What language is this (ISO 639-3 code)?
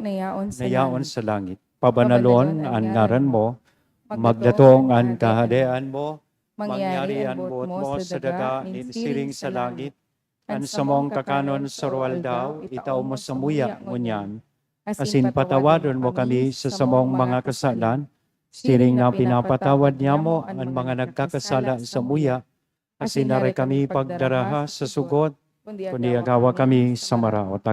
bik